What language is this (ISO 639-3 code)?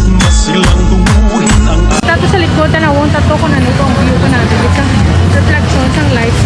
hil